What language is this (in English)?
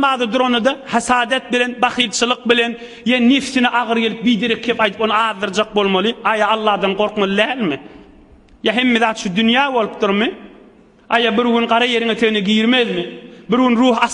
Turkmen